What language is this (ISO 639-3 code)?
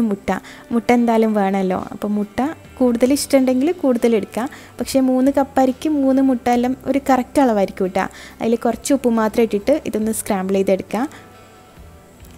mal